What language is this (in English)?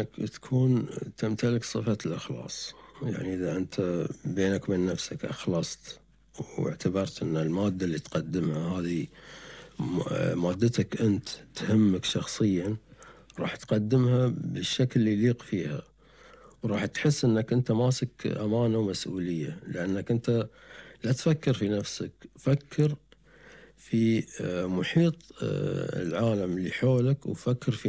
Gulf Arabic